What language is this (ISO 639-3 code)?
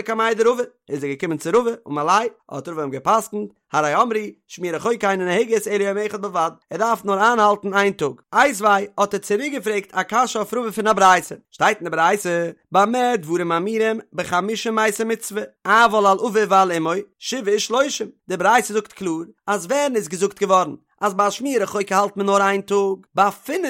yid